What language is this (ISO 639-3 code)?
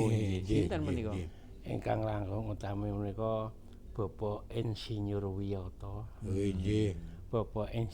jav